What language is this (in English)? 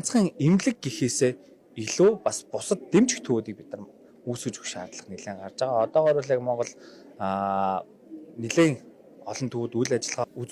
Mongolian